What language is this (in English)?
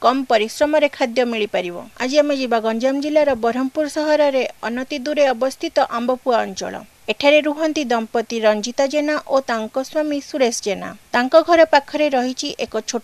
Odia